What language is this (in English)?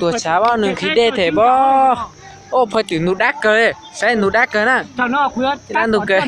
Hmong